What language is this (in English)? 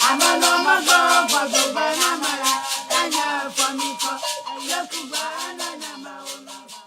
Ewe